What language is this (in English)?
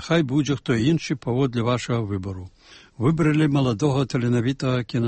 Belarusian